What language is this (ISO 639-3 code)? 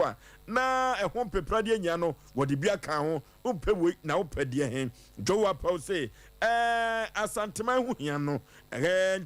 aka